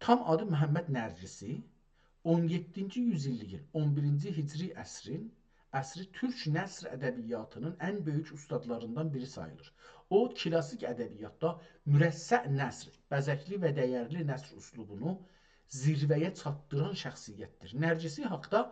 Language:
South Azerbaijani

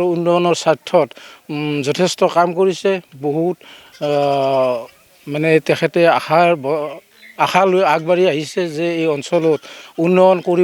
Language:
Assamese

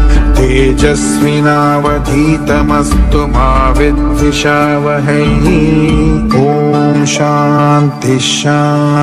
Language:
Malayalam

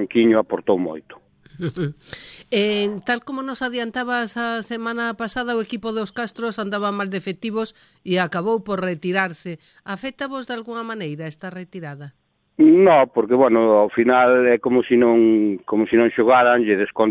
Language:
Galician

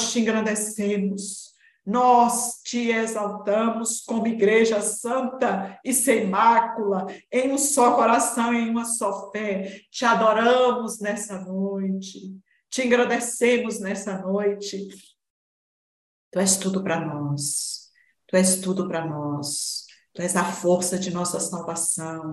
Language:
Portuguese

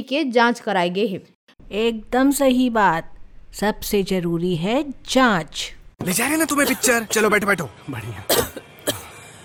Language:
Hindi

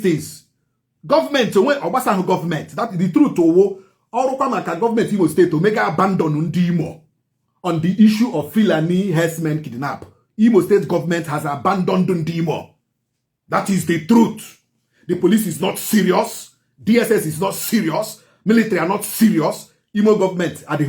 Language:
Igbo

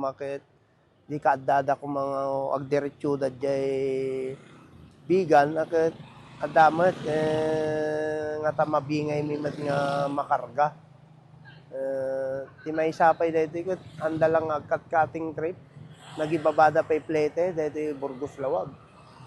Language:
Iloko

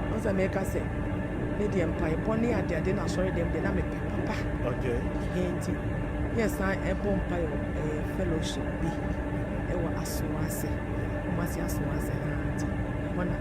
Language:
Akan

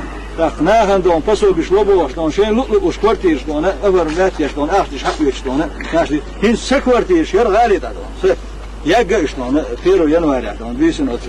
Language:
Chechen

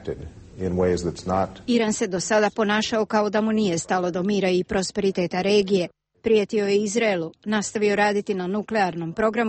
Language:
Serbian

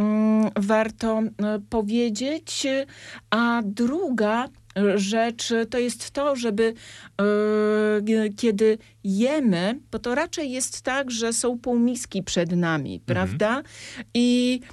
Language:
Polish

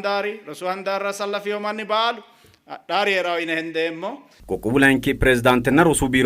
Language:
Sidamo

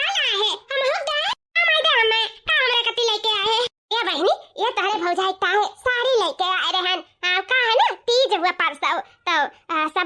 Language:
Awadhi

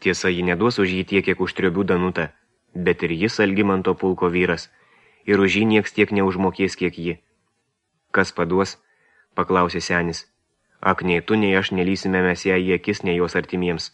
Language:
Lithuanian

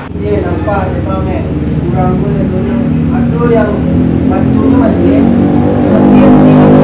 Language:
Minangkabau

